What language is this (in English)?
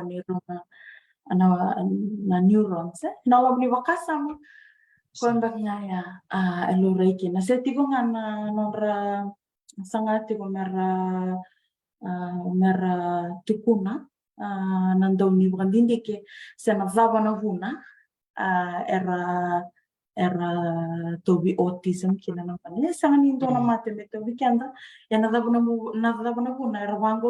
Fijian